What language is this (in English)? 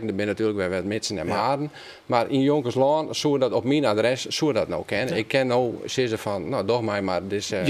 Western Frisian